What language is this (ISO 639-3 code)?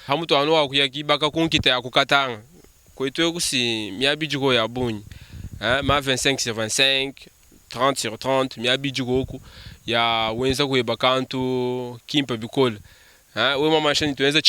lua